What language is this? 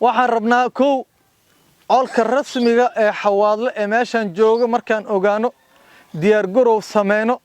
Somali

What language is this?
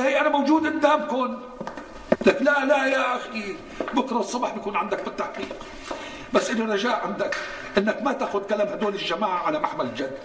North Levantine Arabic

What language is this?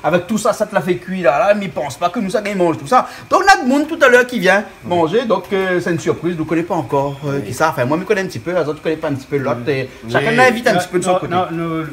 Réunion Creole French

